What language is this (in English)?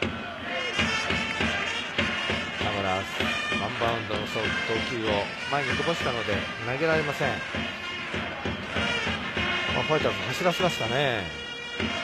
Japanese